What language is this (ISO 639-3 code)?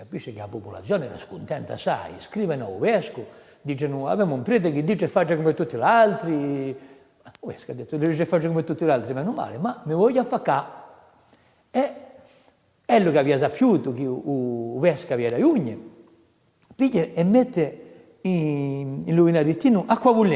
cos